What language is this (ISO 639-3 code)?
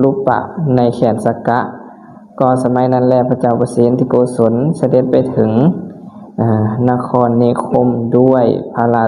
lao